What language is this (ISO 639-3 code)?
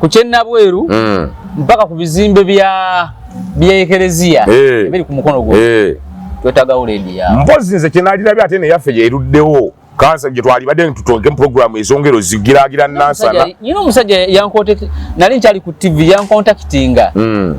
lug